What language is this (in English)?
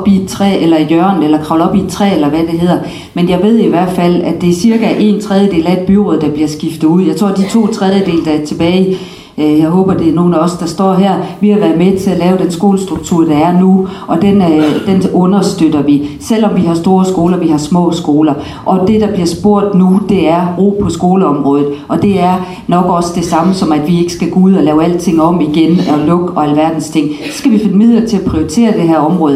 Danish